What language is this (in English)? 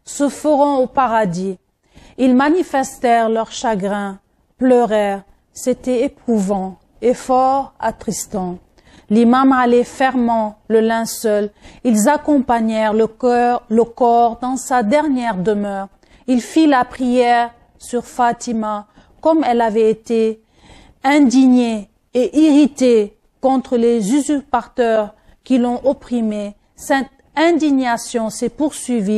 French